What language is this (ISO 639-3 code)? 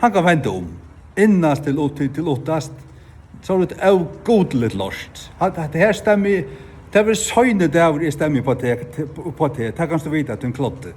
fao